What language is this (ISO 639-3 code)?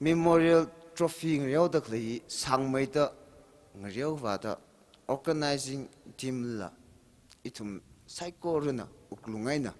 nmf